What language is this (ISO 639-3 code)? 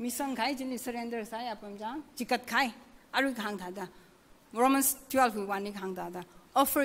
nmf